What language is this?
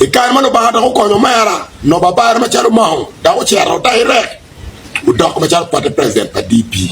Acoli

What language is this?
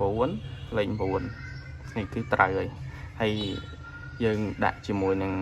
Khmer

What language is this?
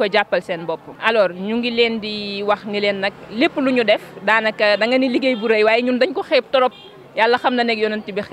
Wolof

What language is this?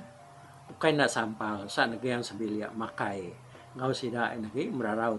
Iban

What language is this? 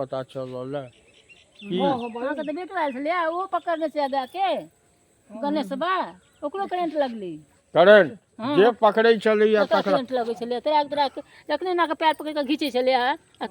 Maithili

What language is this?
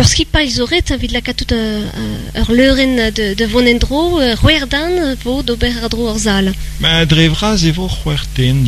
Breton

